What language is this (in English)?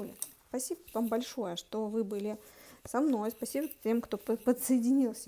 Russian